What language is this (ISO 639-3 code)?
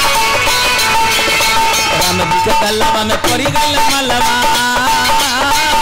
bho